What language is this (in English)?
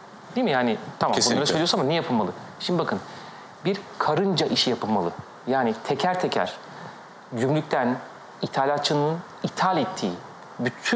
Turkish